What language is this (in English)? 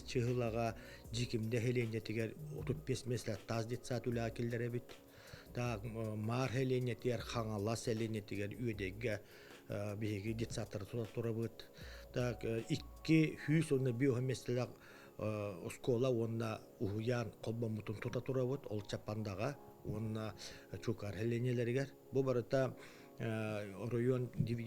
Yakut